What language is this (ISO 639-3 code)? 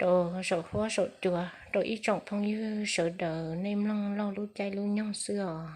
hmn